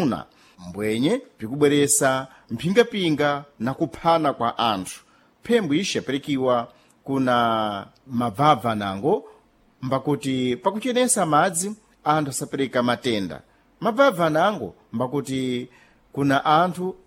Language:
Sena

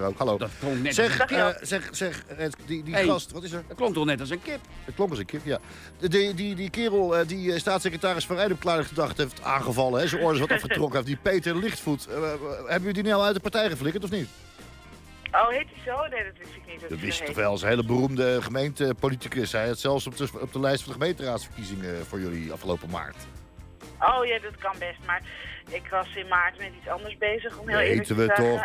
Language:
Dutch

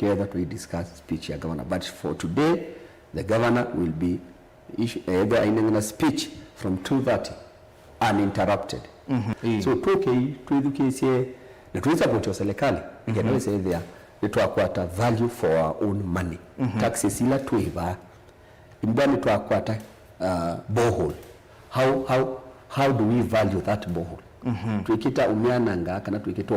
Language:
Kamba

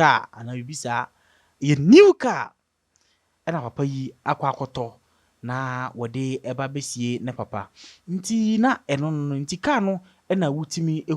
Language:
Akan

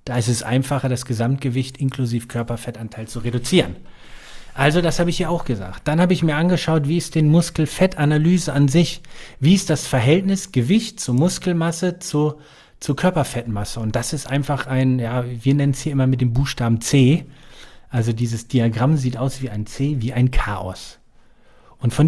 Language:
German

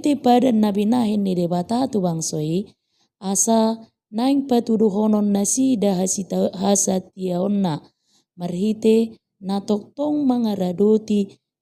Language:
Batak Toba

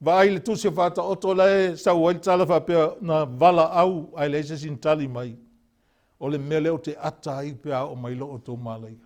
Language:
Samoan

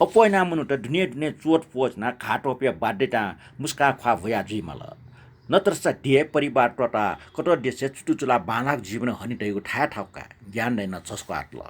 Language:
Newari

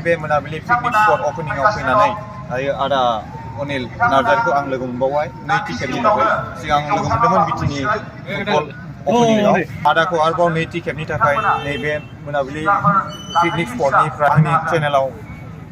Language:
Bodo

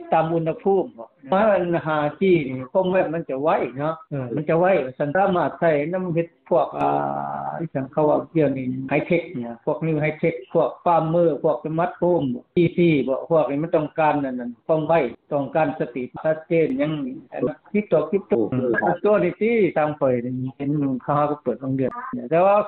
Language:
Lao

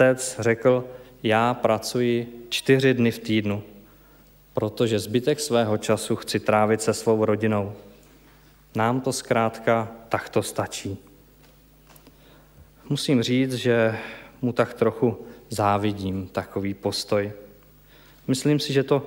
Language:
Czech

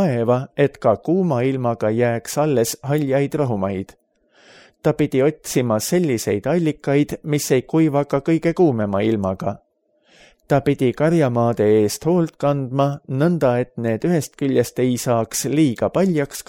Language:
Estonian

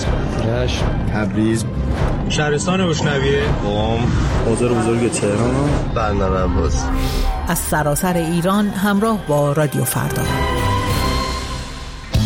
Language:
Persian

